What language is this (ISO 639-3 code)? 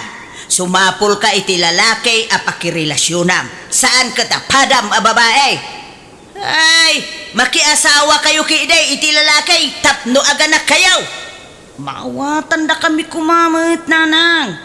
ilo